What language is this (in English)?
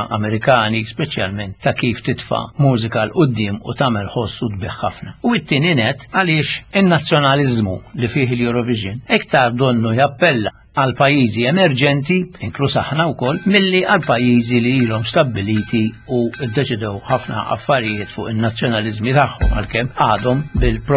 Maltese